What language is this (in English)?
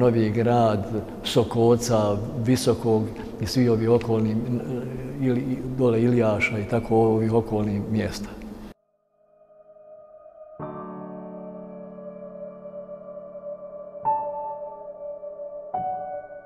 Bosnian